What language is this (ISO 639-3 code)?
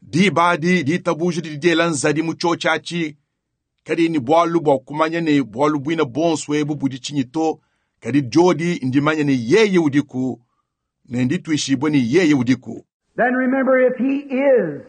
lua